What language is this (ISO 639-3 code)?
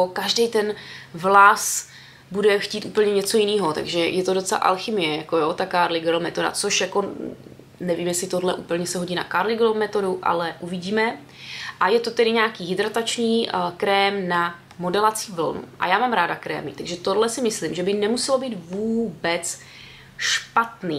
ces